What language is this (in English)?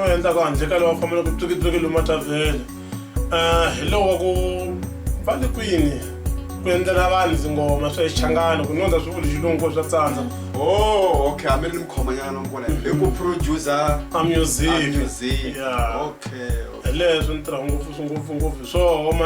Tsonga